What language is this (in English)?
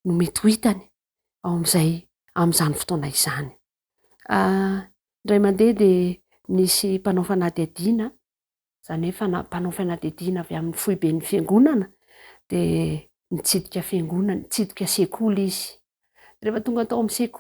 Malagasy